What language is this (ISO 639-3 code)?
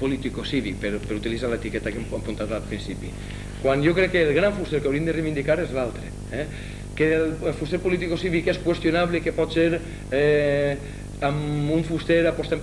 cat